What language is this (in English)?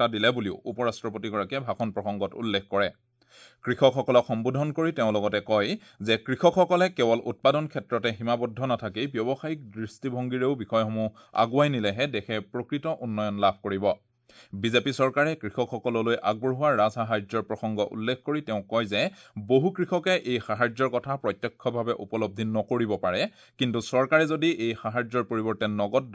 Assamese